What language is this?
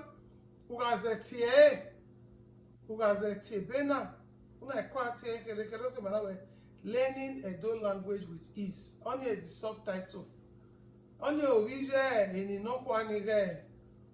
Bini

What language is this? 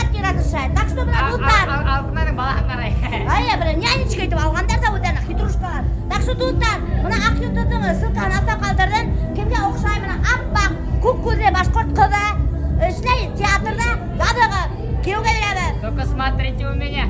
Bashkir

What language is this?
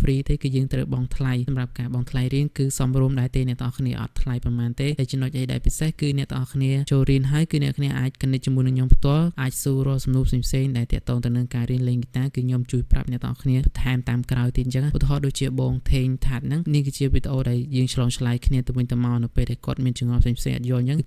Khmer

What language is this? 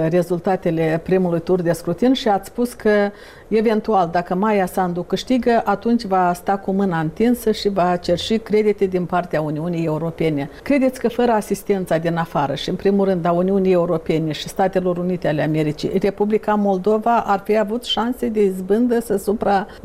Romanian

